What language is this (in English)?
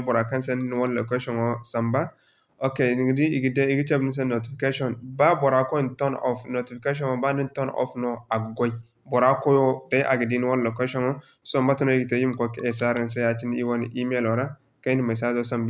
Zarma